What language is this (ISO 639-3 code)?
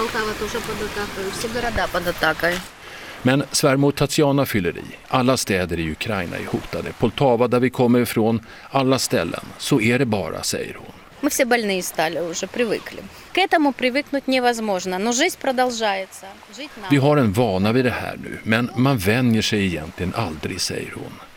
swe